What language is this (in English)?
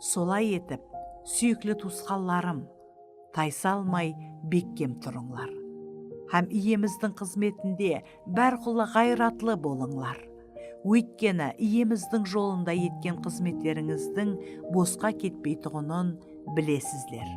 Kara-Kalpak